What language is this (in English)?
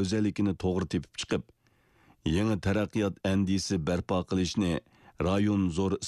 Uyghur